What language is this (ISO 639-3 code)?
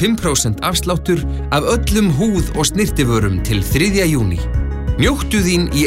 isl